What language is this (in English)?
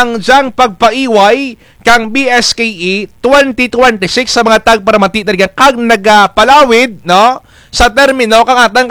Kinaray-a